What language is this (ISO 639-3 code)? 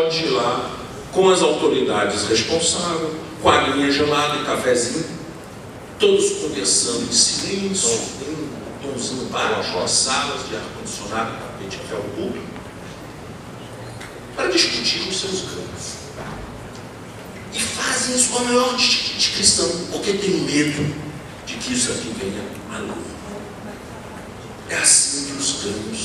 por